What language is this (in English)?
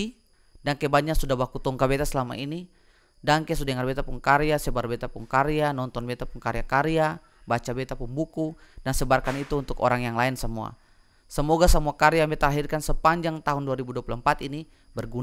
Ambonese Malay